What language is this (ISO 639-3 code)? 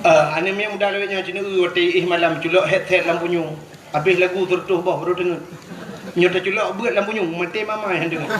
ace